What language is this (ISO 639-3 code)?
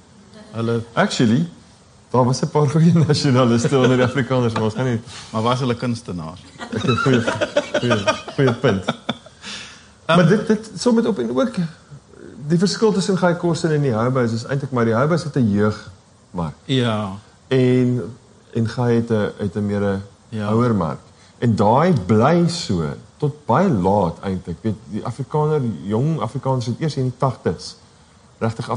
afr